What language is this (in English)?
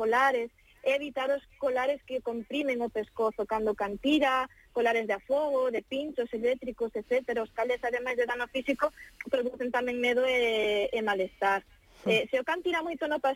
Galician